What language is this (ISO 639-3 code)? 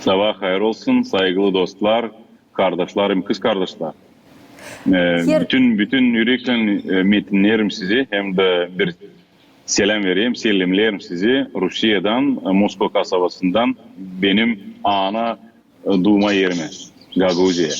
gag